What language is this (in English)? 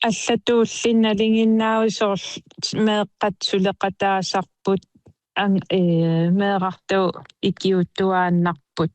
Kalaallisut